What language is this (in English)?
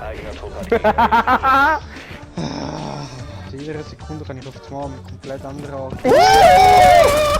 Swiss German